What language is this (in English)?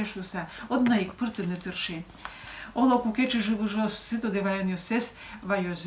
Udmurt